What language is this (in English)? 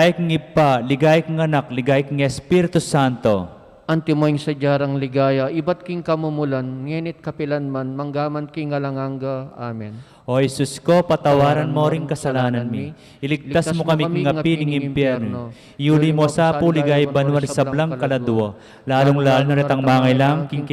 Pampanga